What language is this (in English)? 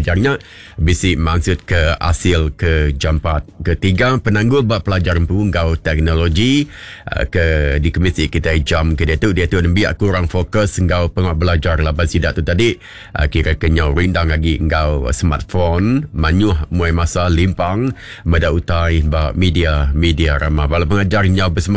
Iban